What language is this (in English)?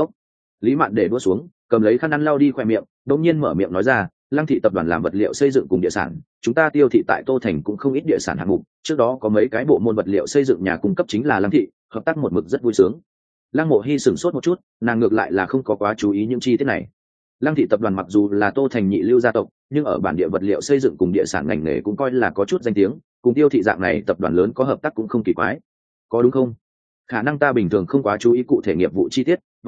Vietnamese